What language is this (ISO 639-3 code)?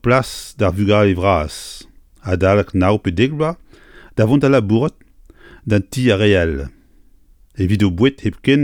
bre